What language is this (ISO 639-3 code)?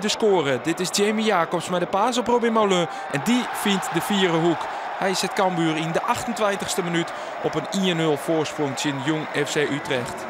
fry